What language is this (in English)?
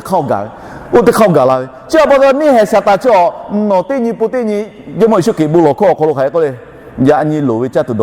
Lahu